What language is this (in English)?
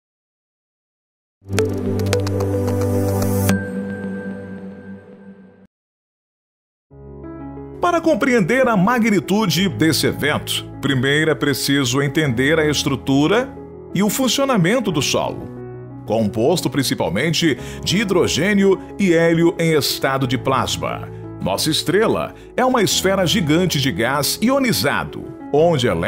Portuguese